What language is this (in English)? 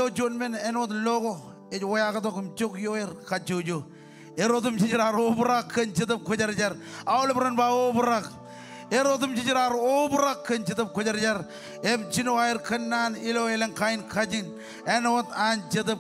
Marshallese